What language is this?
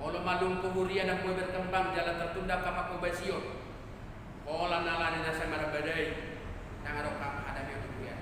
Batak Toba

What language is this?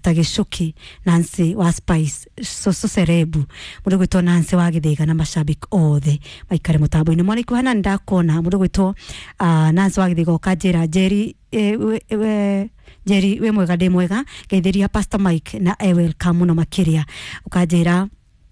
Kikuyu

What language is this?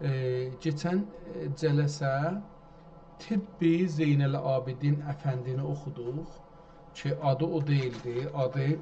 South Azerbaijani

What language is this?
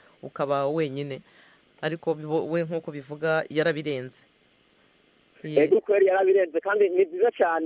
Kinyarwanda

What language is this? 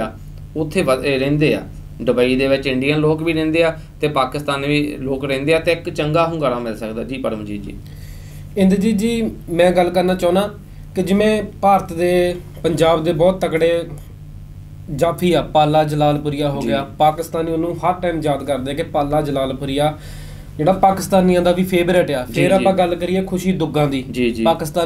Punjabi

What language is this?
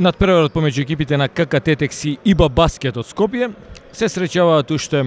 Macedonian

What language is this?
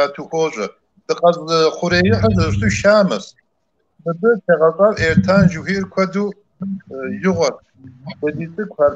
Kabardian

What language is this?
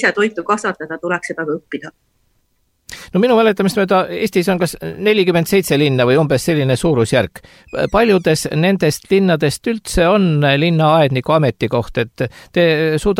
Estonian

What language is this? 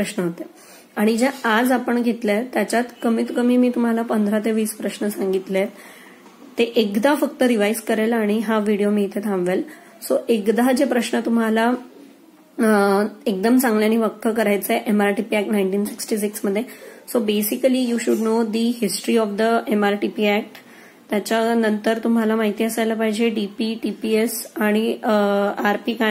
Marathi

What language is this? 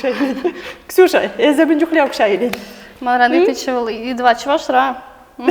Chuvash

